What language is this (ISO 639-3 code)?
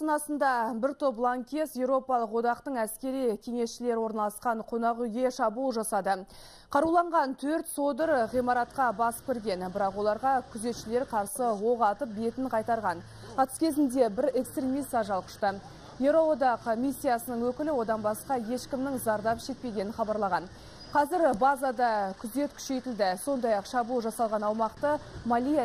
kaz